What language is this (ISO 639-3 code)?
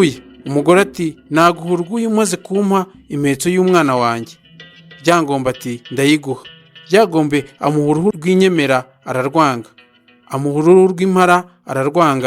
kin